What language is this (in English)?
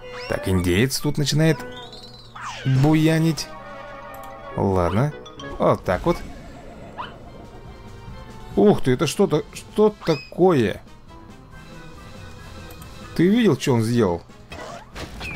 Russian